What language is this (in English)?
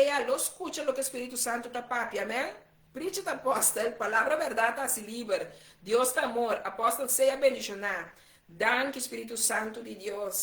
Papiamento